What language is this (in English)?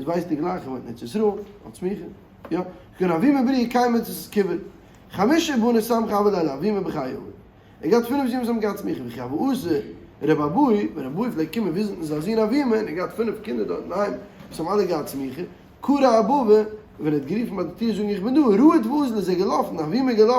Yiddish